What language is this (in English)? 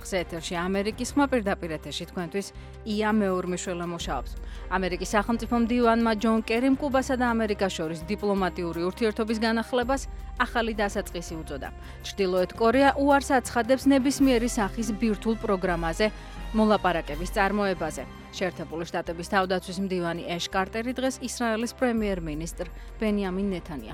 Georgian